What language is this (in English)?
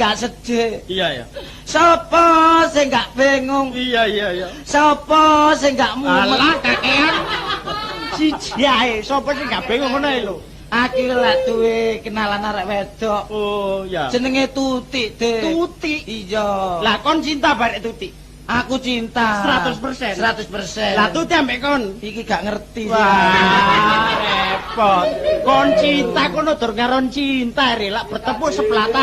Javanese